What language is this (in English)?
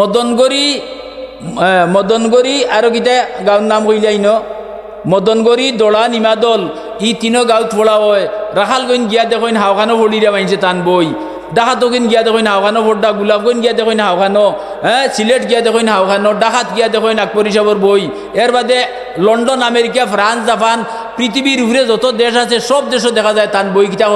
Sylheti